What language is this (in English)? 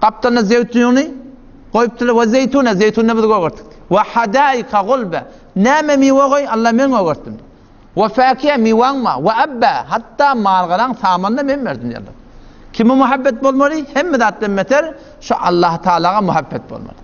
Turkmen